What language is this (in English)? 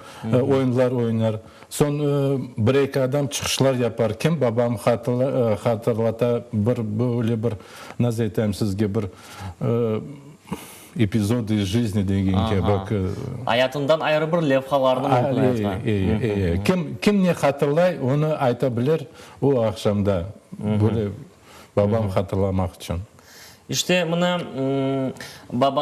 Crimean Tatar